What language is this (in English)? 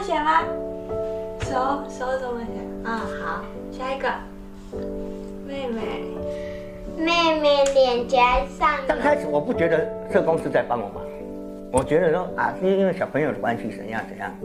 Chinese